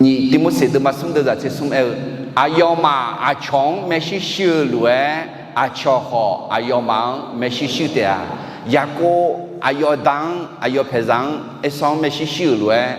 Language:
Akha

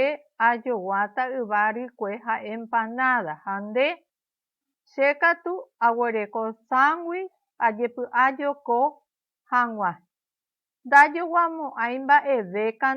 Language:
Guarani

